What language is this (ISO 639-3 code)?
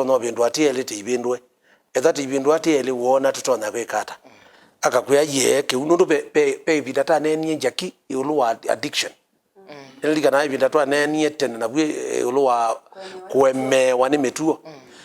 kam